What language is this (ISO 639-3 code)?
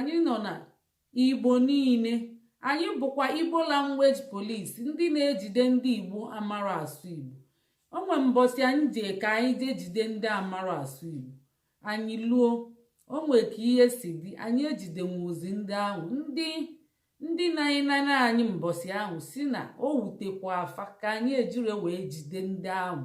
ibo